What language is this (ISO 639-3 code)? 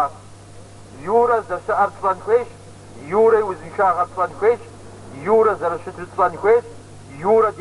kbd